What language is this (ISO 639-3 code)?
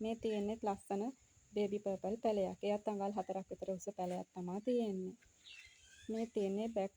sin